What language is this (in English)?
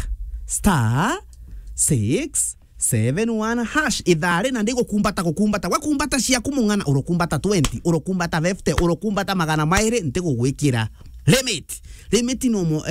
Meru